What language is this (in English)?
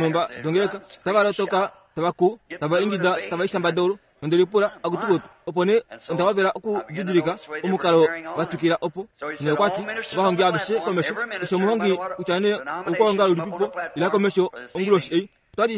Kuanyama